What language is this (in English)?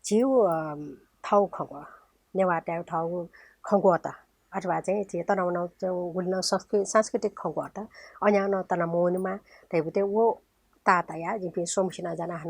Newari